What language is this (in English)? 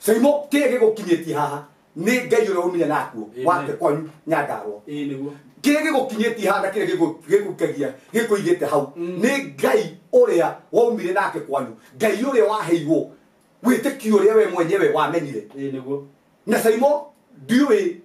Kikuyu